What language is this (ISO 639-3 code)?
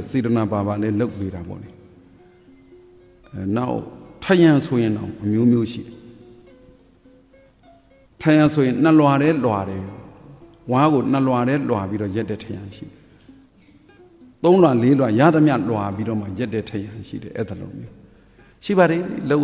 mya